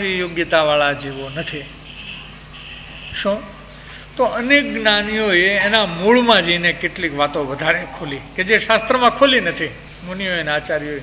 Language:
Gujarati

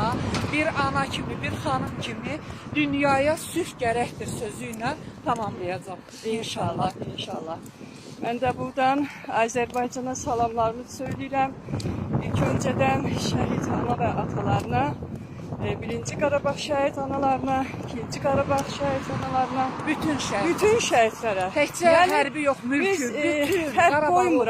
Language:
Azerbaijani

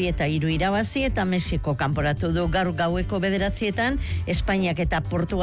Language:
Basque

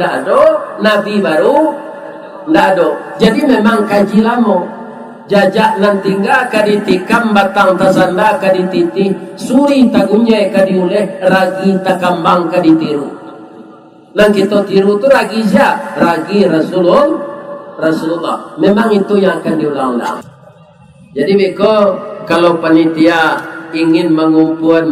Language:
Minangkabau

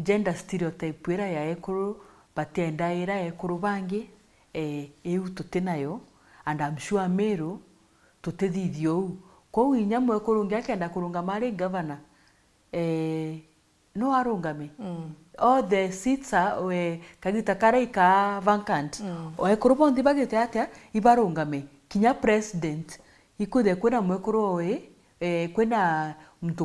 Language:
Meru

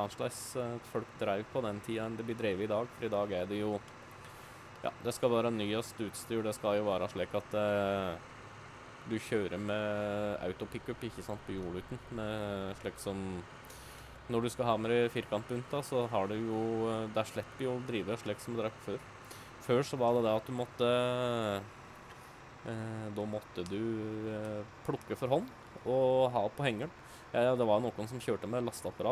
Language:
Norwegian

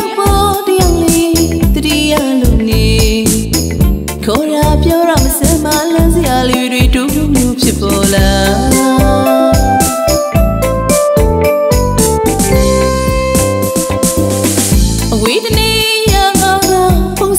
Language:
Burmese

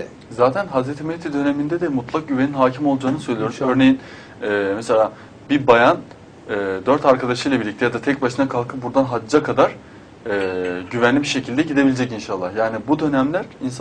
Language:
Turkish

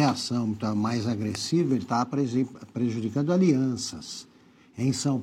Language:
Portuguese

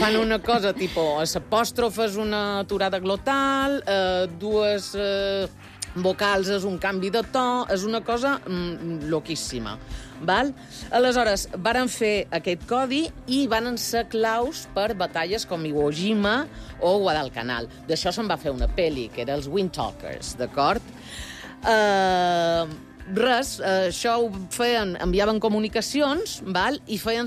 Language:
Catalan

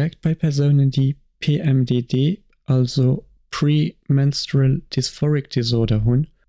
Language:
Luxembourgish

